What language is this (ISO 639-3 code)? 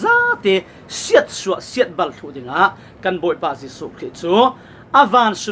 cfm